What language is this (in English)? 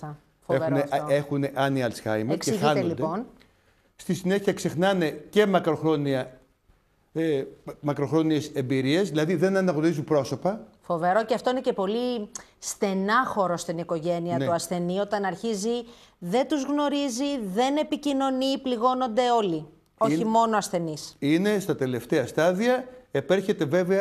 Greek